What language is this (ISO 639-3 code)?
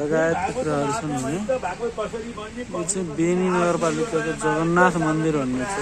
nep